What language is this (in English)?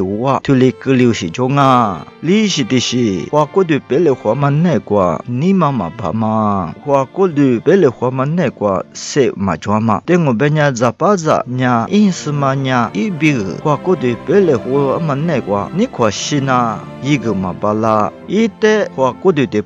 Lisu